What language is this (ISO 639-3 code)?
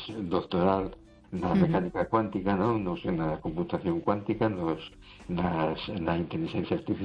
glg